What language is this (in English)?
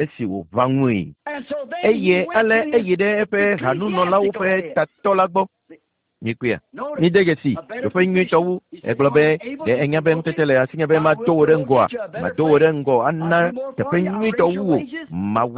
Ewe